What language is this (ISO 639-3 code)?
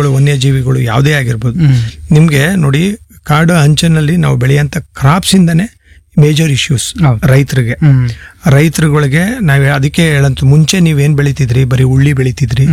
kan